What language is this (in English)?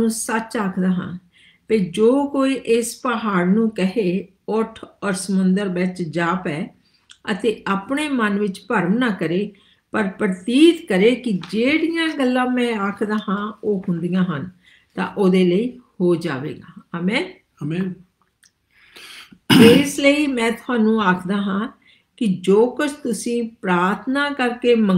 Punjabi